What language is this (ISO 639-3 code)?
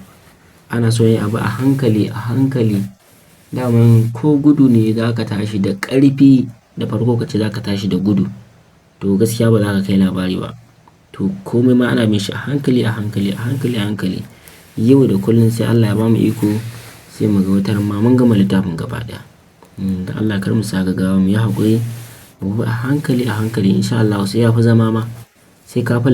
hau